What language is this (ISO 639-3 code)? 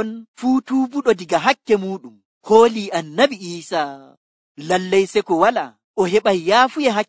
fuv